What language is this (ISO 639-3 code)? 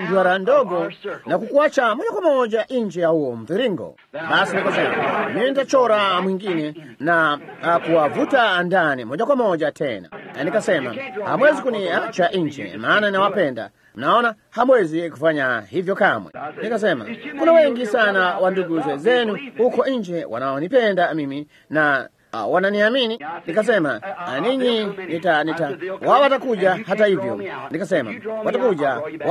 swa